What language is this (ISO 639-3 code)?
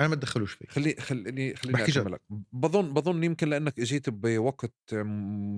apc